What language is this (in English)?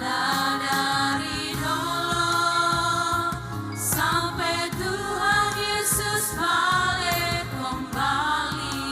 Ambonese Malay